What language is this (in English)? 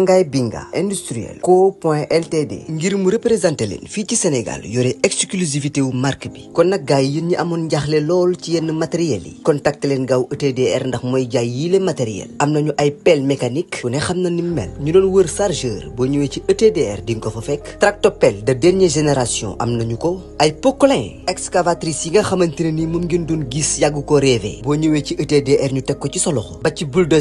Wolof